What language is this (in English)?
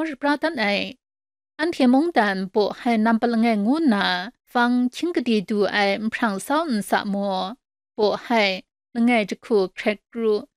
Kachin